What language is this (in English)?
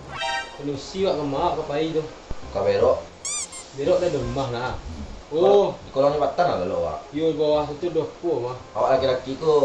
Minangkabau